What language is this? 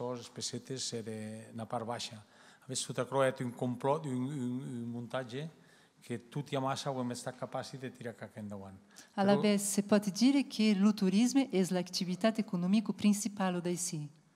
Occitan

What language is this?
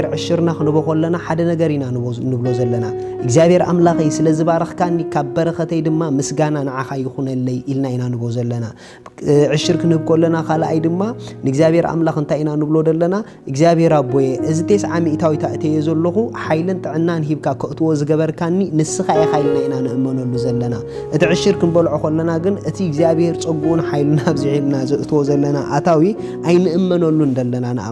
Tigrinya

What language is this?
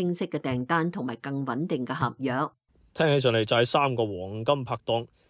Cantonese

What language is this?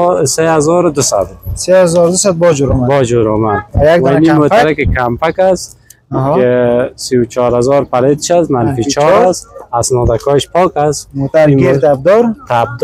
Persian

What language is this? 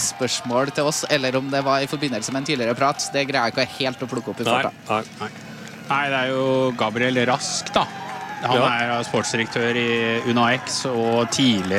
Norwegian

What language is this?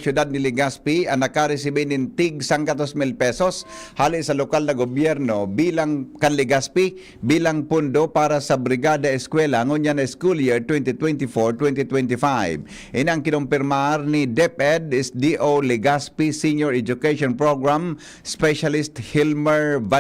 Bikol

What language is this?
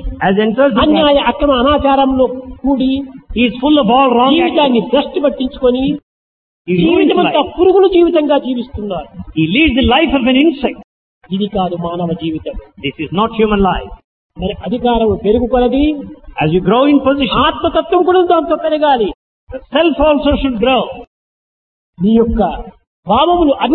Telugu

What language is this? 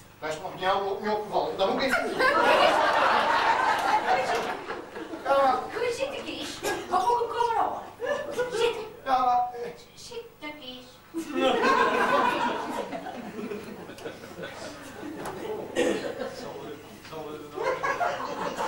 Dutch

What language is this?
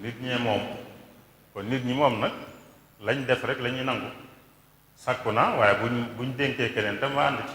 Wolof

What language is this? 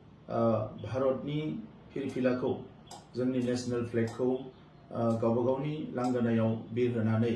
Bodo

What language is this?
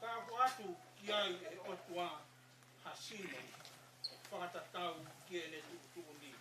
Tongan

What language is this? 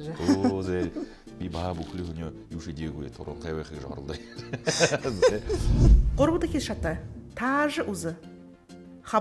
Buriat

